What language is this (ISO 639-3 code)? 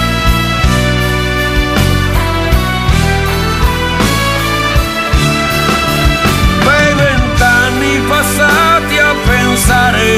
ita